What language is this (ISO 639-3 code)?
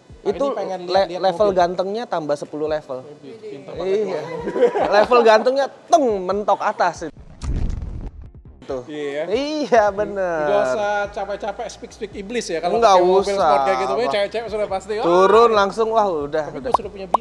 ind